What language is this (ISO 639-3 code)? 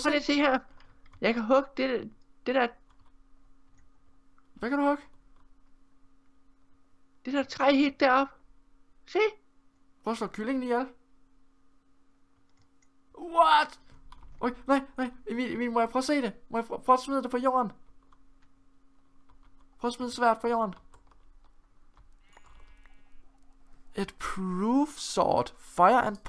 dan